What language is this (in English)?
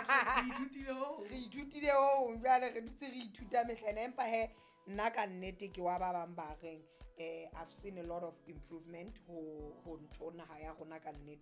Southern Sotho